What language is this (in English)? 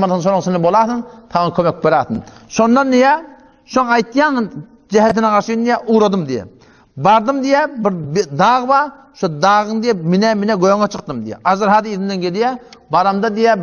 Turkmen